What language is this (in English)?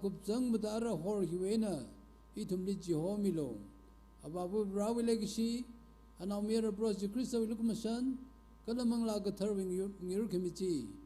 Tangkhul Naga (India)